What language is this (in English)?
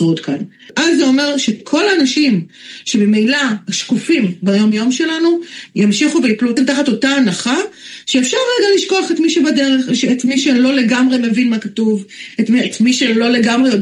Hebrew